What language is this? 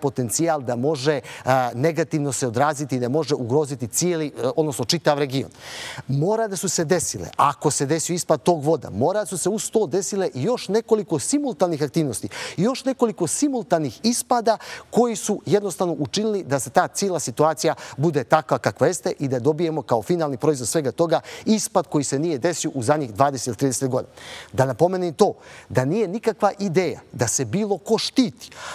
Serbian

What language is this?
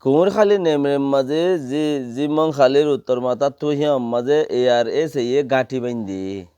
Rohingya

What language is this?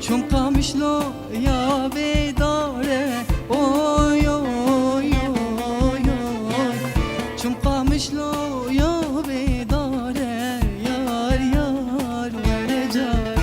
Kurdish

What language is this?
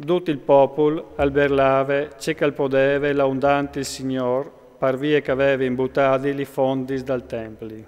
Friulian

